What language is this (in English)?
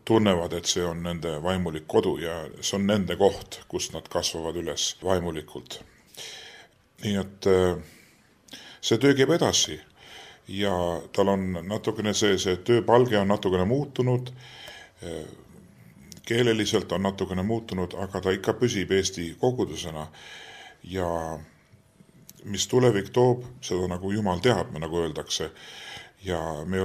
Estonian